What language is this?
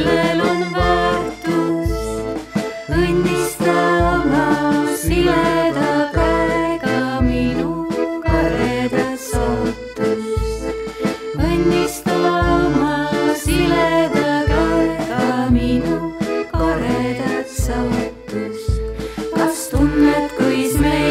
Estonian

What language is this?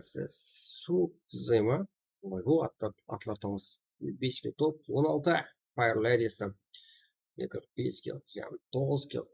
Kara-Kalpak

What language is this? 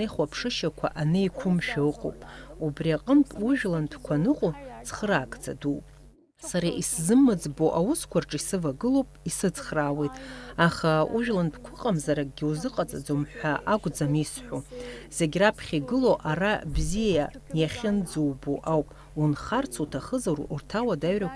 Abkhazian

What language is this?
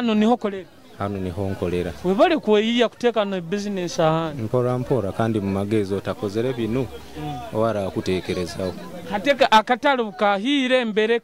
Nyoro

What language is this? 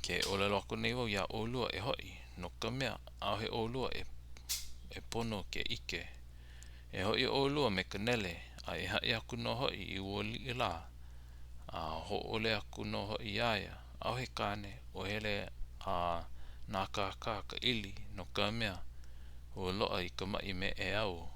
Hawaiian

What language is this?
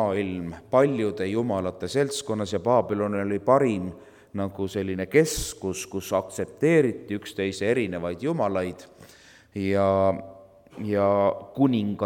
Estonian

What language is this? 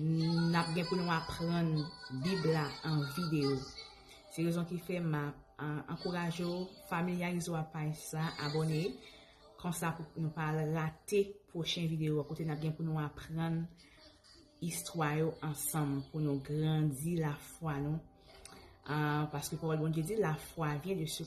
Haitian Creole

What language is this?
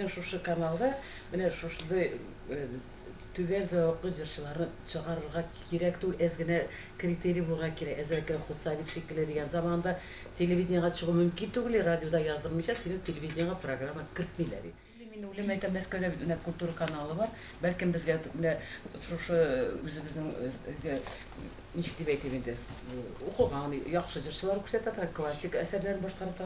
Tatar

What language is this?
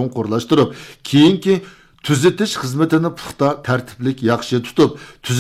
Uyghur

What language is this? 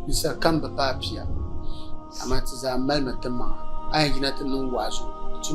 Dagbani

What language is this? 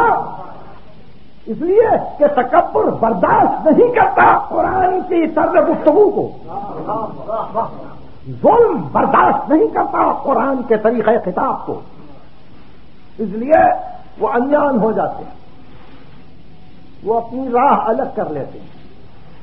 Urdu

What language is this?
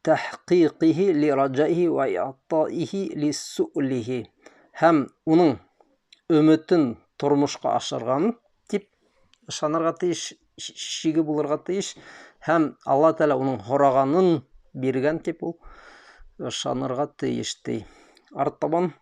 Bashkir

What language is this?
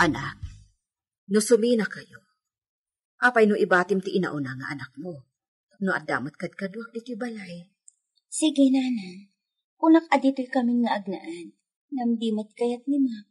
Iloko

